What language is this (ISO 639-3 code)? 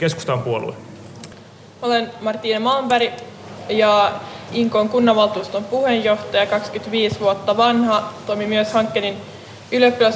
fin